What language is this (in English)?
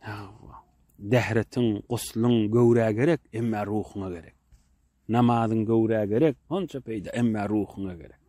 Turkmen